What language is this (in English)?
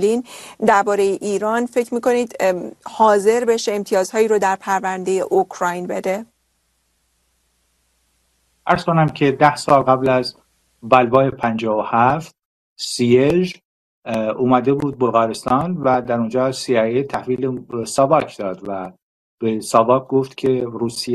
Persian